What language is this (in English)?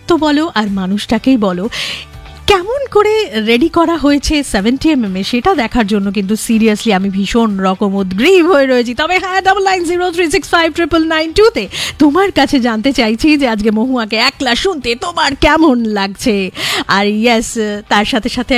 Bangla